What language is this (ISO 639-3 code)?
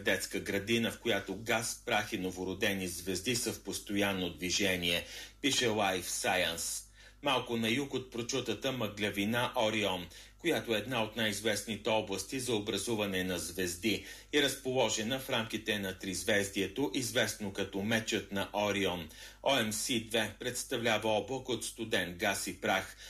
bul